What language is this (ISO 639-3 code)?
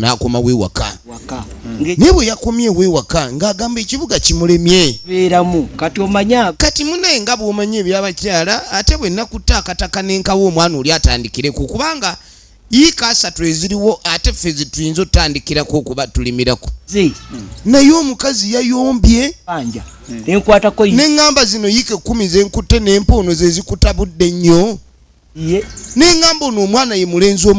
lug